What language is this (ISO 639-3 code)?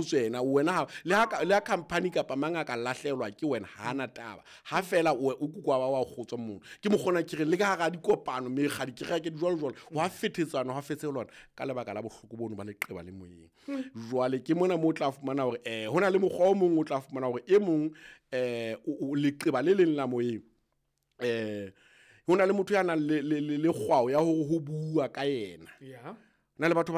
sot